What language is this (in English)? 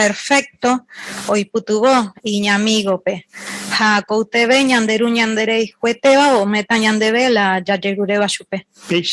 Guarani